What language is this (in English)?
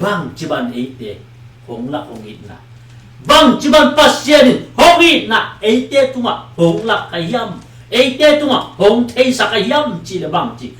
Tedim Chin